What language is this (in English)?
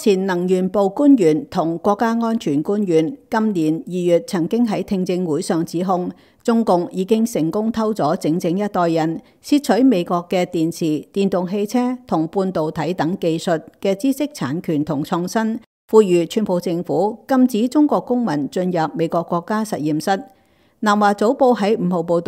Cantonese